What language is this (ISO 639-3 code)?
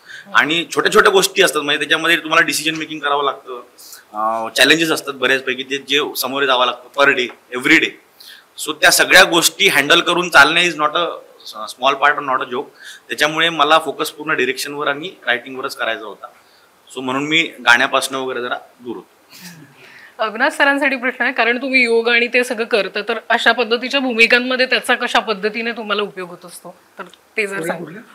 mar